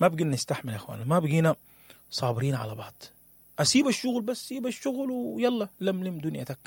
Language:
Sudanese Arabic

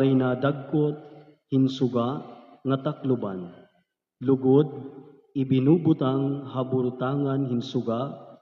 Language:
Waray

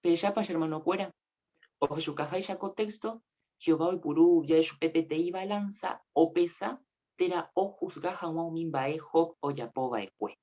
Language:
Guarani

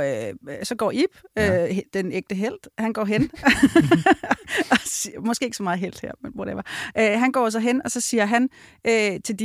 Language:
Danish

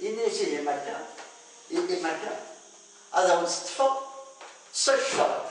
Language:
Kabyle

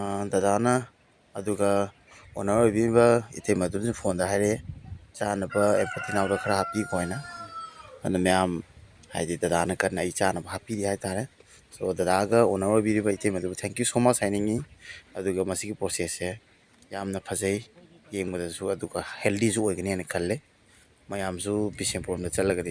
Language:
Manipuri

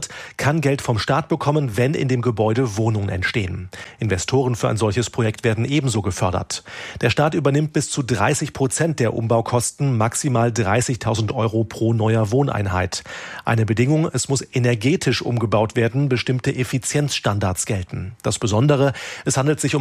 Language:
German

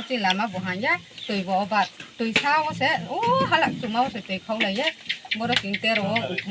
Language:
Kok Borok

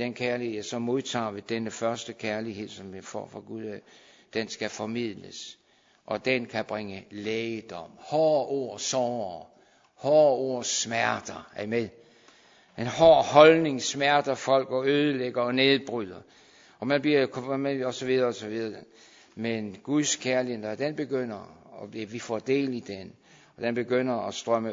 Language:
Danish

